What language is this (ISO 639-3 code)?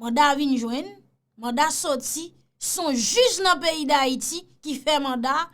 hat